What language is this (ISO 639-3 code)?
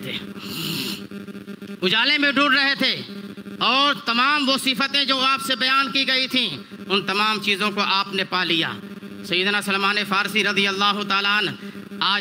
urd